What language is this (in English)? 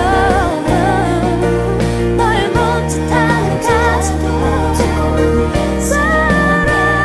Korean